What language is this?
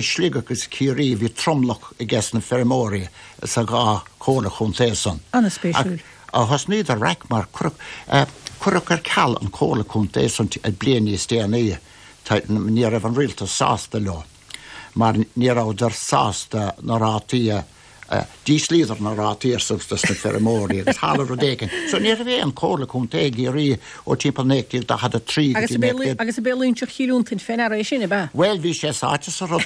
Irish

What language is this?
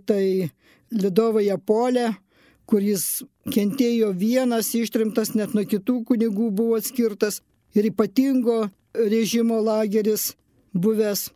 Lithuanian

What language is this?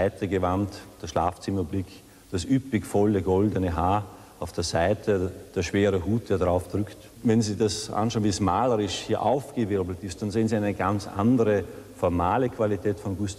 German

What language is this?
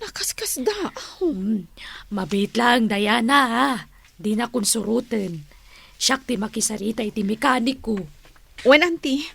Iloko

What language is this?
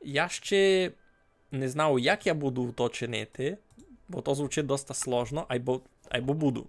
Rusyn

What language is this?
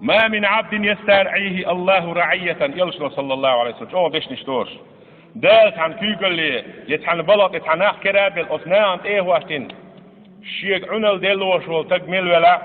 Chechen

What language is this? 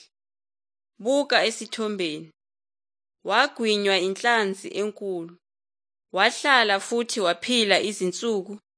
Zulu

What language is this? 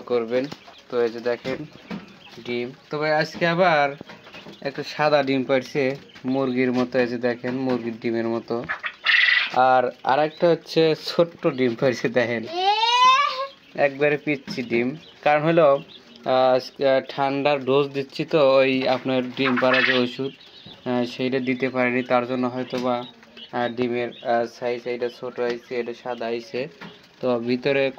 Bangla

